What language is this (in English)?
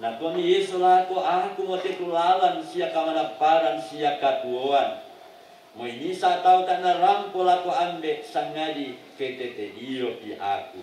Toraja-Sa'dan